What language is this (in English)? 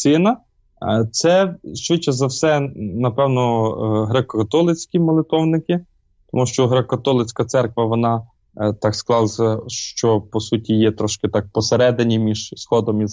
Ukrainian